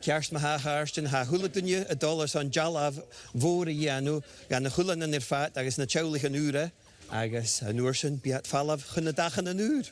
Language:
Scottish Gaelic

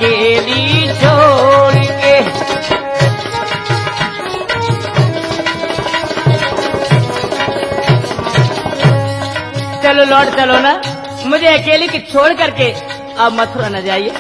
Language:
Hindi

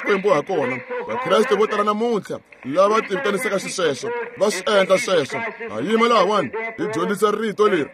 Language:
Tsonga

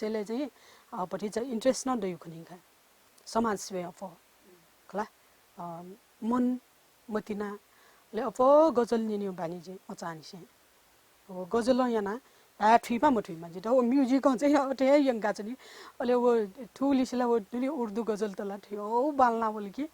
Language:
Newari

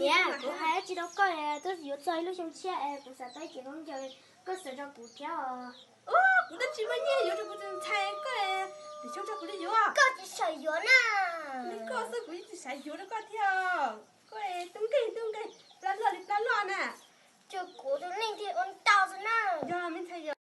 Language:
Hmong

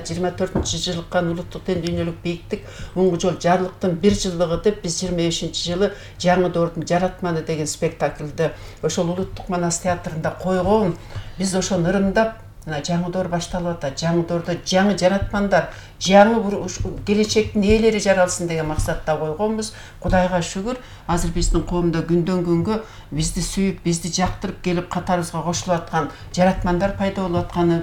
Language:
Kyrgyz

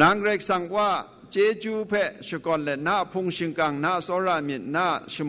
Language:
Kachin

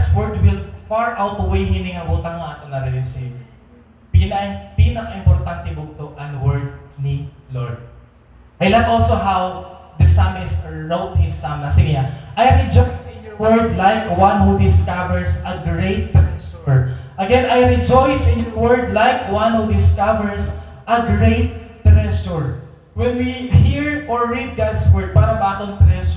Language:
Waray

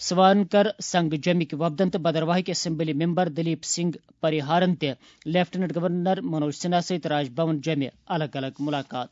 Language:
Kashmiri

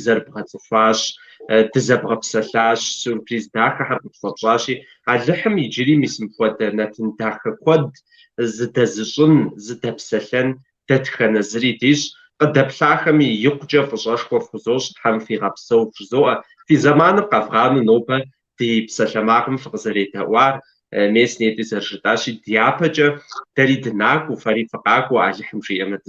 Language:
Kabardian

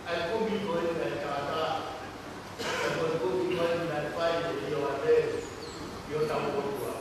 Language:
Tongan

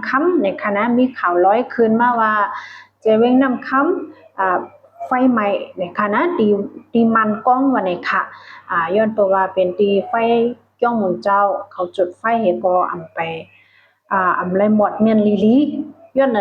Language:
Shan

